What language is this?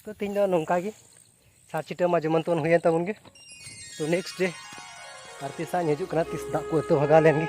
Santali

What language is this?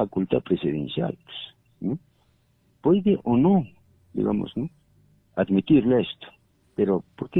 Spanish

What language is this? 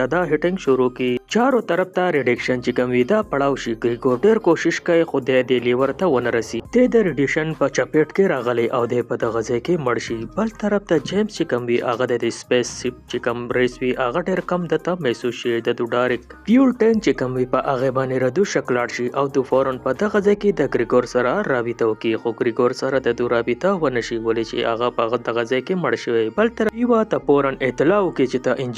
Pashto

